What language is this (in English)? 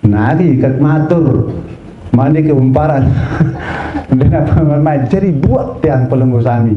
Sasak